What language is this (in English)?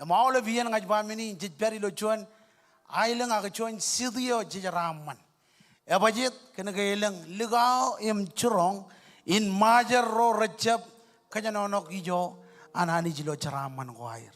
Marshallese